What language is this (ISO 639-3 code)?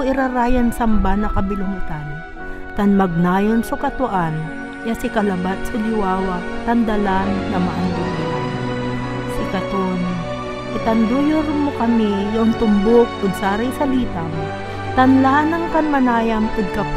pag